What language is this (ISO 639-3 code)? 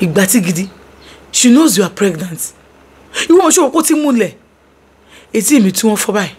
yor